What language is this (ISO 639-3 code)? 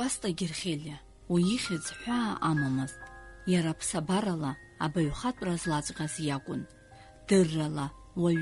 abk